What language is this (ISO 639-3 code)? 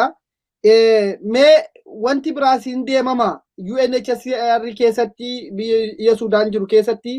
orm